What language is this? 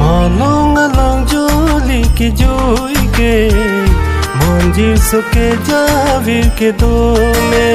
Karbi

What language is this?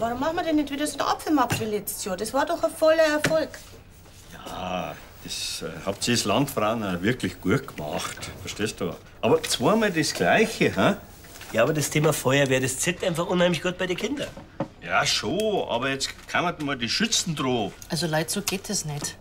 Bavarian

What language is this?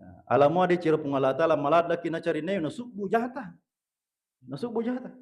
Buginese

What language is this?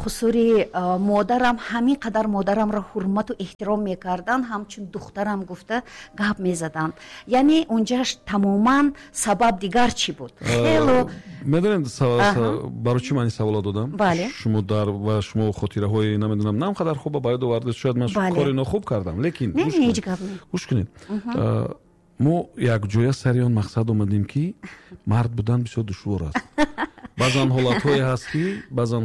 Tajik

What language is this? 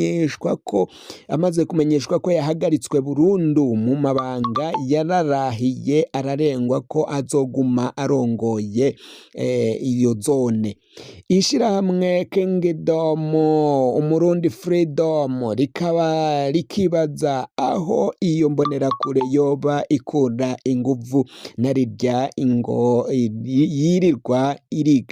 Rundi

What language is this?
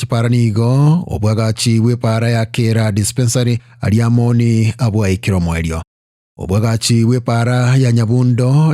Gusii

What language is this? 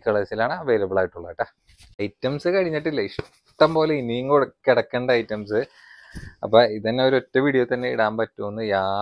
Malayalam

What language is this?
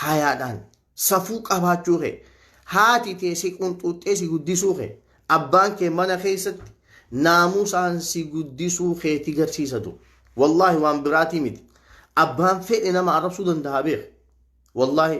Oromo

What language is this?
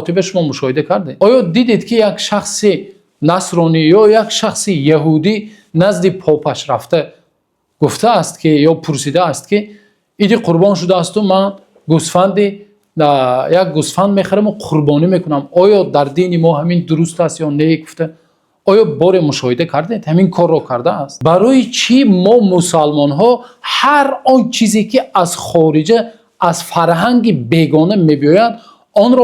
Tajik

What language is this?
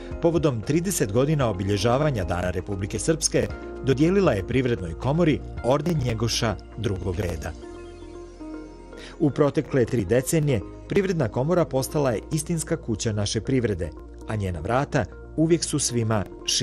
Serbian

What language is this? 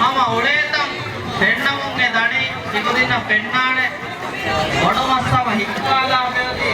Divehi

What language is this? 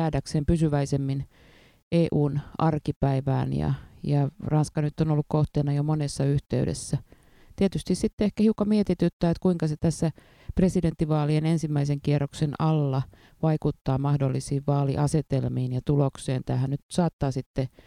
Finnish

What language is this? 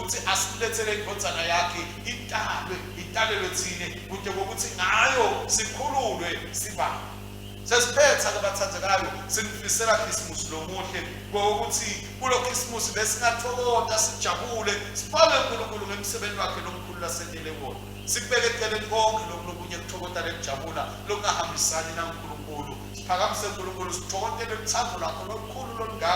Swati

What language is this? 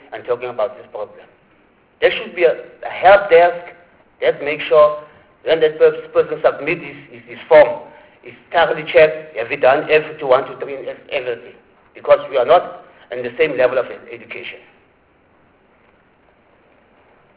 English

